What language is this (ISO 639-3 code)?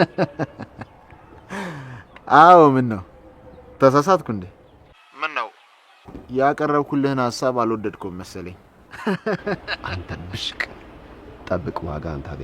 amh